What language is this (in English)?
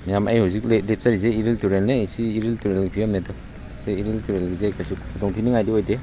Manipuri